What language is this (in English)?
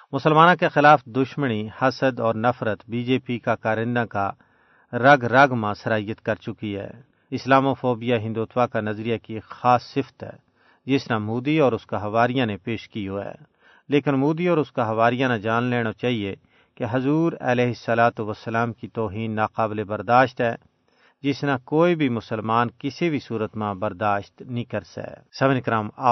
Gujari